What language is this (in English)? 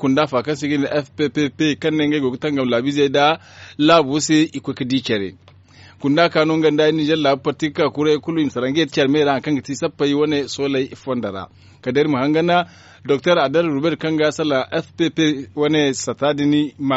Zarma